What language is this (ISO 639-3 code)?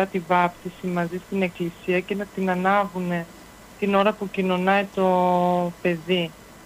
ell